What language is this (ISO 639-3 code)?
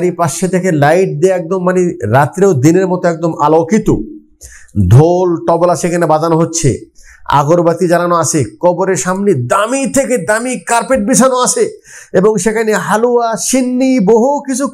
ben